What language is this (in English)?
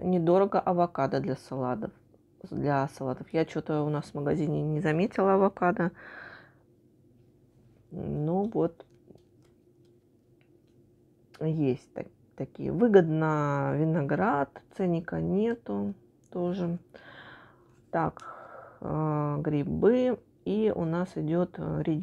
Russian